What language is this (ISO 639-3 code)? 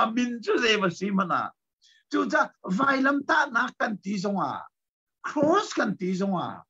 cnh